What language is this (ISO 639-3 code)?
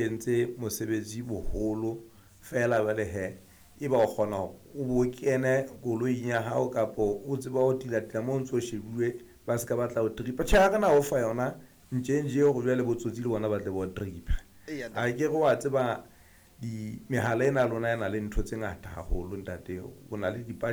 sot